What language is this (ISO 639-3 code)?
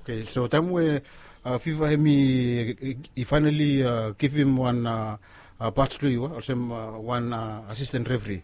bis